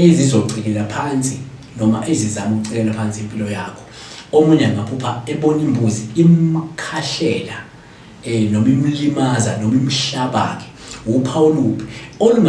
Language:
Zulu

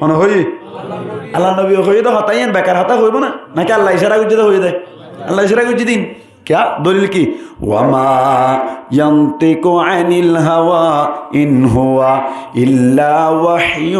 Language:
Rohingya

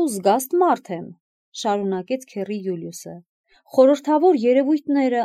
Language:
Armenian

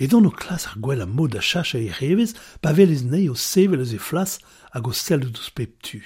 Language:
Breton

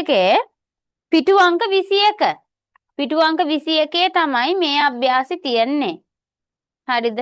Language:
Sinhala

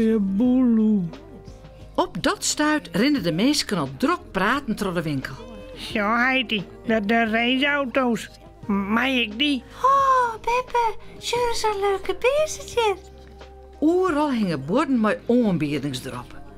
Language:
Western Frisian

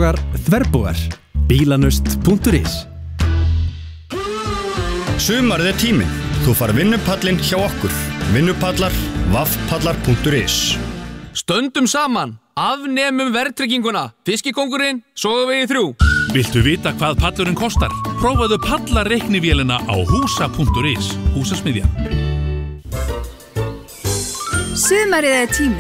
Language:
Icelandic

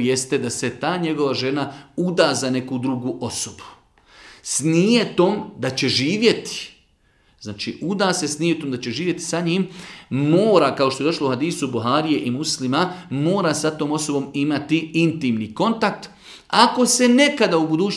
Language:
Bosnian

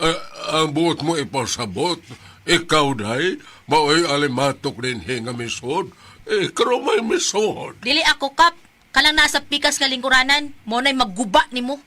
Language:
Cebuano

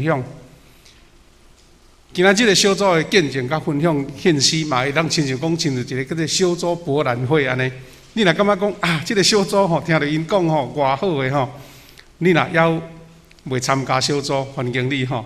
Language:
Min Nan Chinese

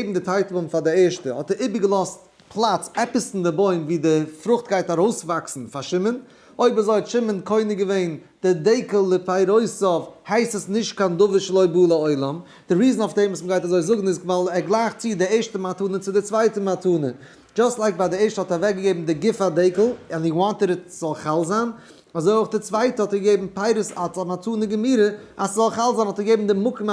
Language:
Yiddish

